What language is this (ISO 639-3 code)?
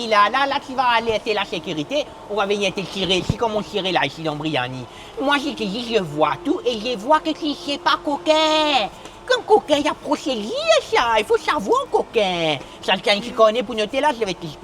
mfe